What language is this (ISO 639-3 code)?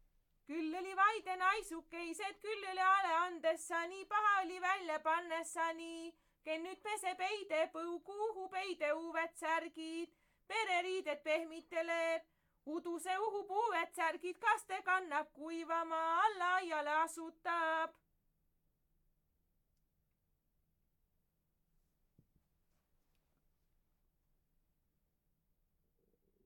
est